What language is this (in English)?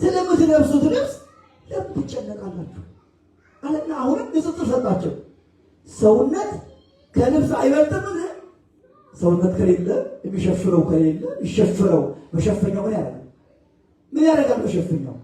Amharic